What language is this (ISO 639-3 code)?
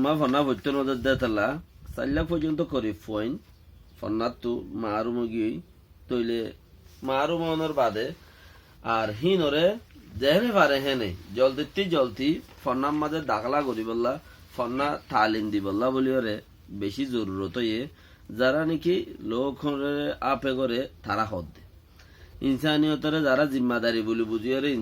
rhg